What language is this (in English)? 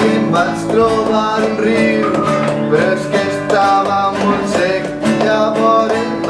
Catalan